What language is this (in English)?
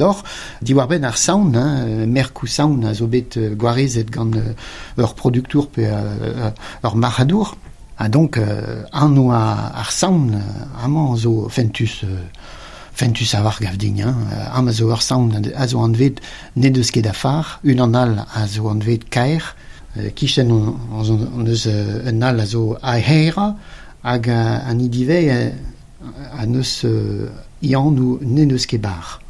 Breton